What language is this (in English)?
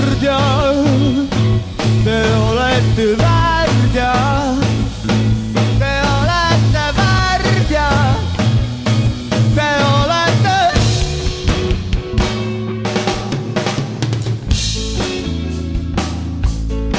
Estonian